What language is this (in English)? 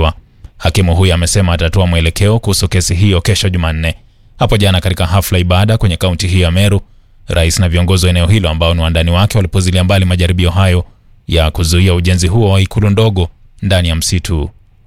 Swahili